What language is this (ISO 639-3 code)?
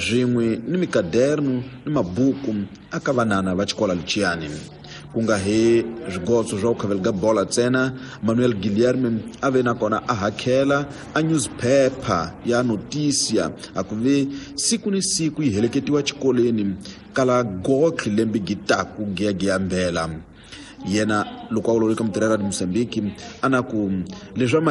tso